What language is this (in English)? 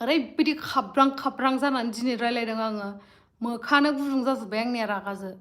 Bodo